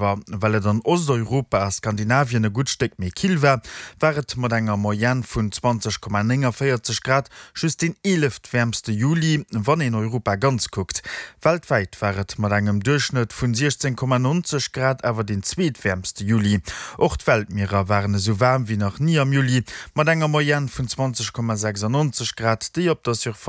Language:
Luxembourgish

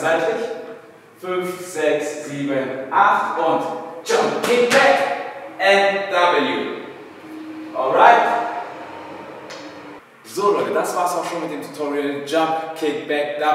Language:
German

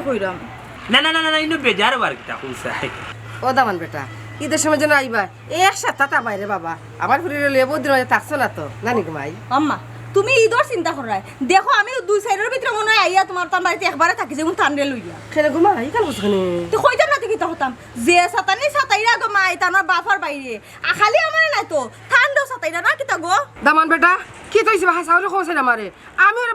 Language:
Sylheti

